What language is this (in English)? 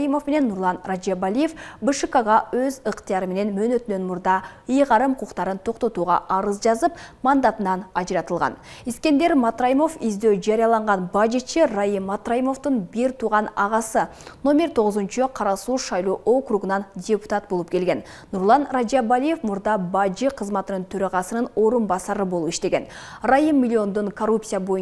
Kyrgyz